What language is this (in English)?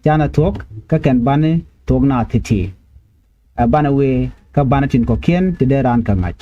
Nuer